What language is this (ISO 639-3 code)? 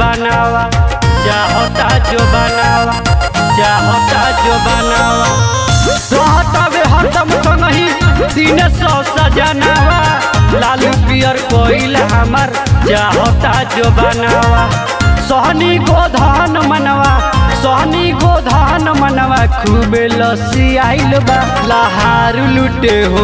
bho